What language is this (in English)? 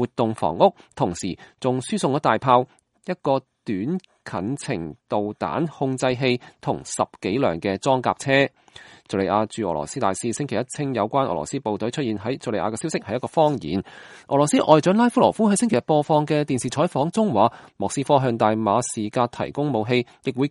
Cantonese